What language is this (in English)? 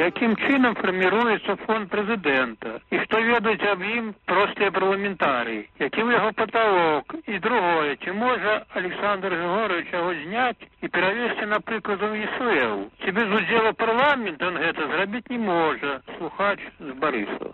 Belarusian